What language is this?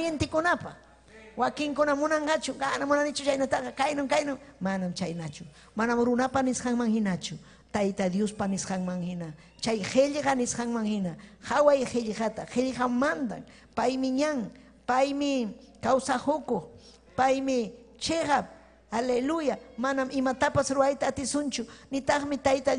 Ayacucho Quechua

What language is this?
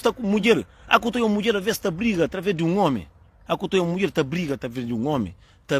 Kabuverdianu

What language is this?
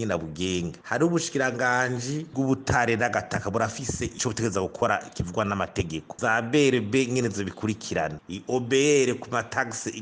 Rundi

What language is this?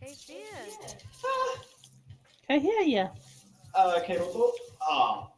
Māori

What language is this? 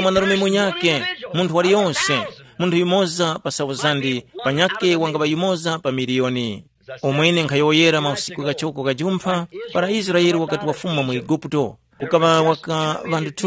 Tumbuka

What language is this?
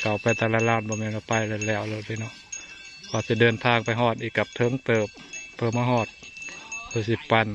Northeastern Thai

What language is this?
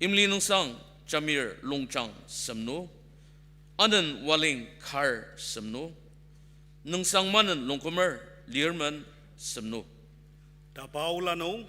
Ao Naga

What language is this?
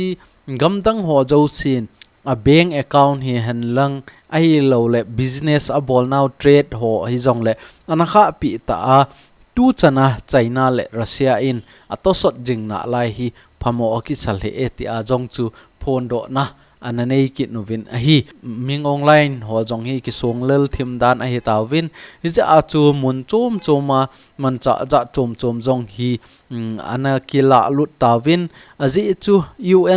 Thado Chin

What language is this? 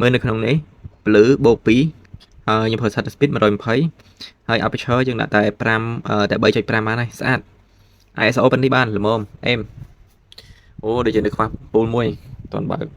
Khmer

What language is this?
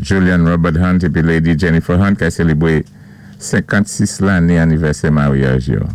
Saint Lucian Creole French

